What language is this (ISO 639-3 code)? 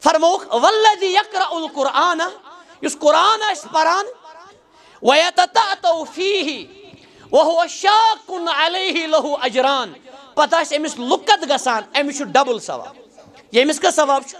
kas